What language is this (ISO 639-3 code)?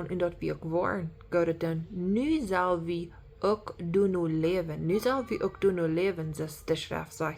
pdt